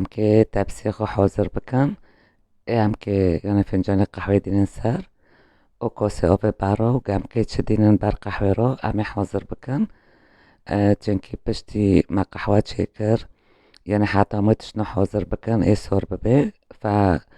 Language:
Kurdish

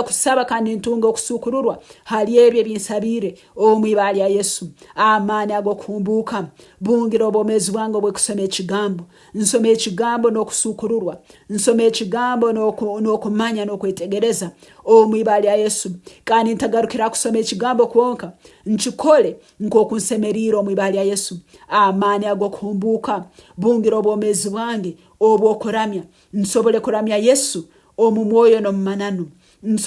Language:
Nyankole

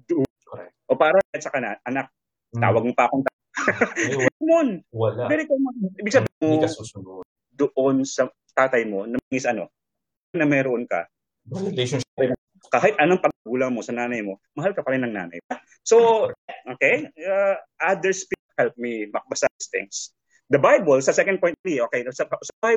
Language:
Filipino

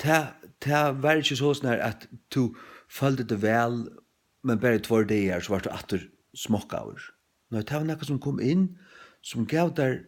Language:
Faroese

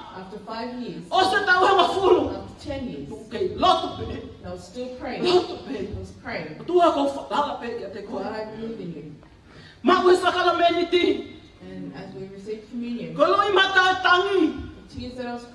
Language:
Tongan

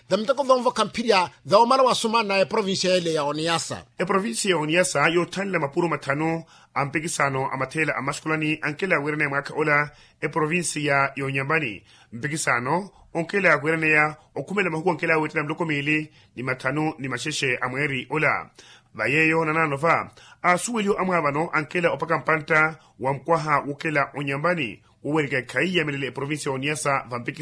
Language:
Makhuwa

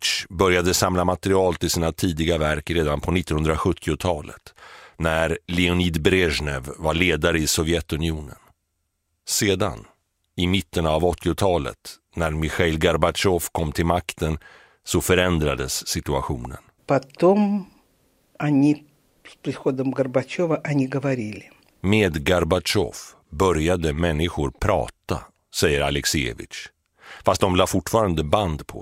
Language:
Swedish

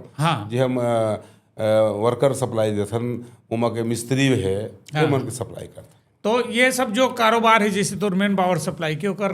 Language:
Chhattisgarhi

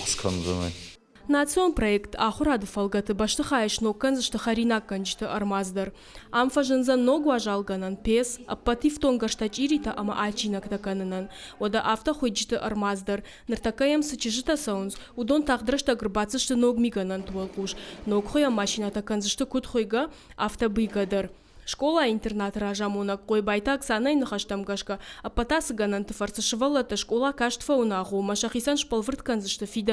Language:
Ossetic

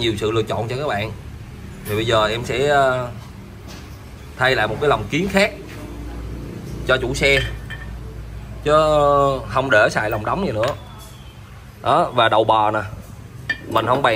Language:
Vietnamese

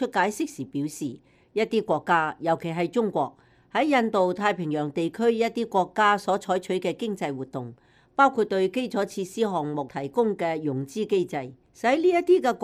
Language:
Cantonese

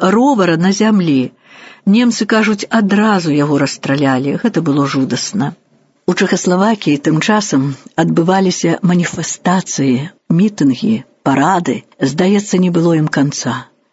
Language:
Belarusian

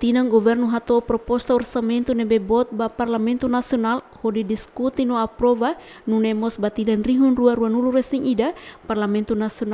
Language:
Tetum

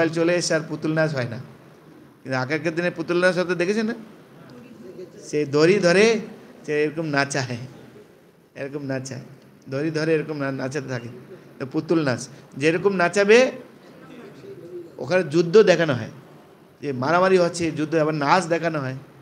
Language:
Bangla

